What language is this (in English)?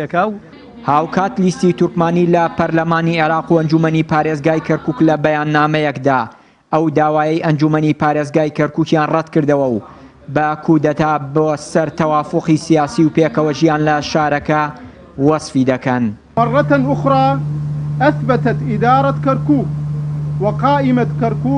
Central Kurdish